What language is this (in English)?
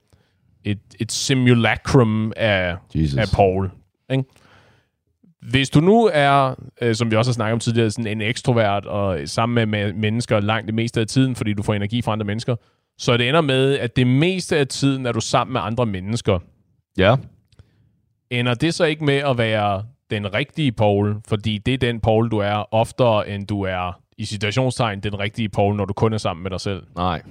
Danish